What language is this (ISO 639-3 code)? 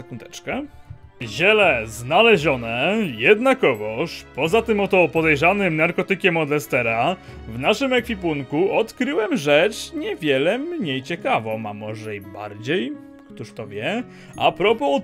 pol